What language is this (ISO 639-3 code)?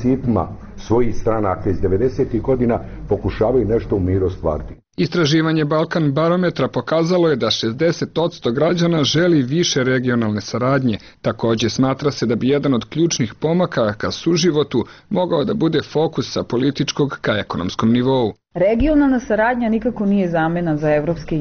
bos